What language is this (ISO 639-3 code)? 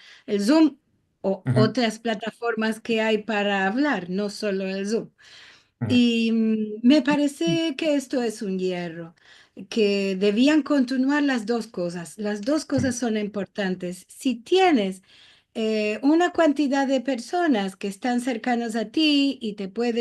lad